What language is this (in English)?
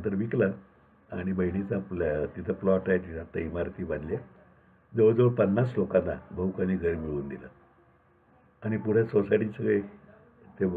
Marathi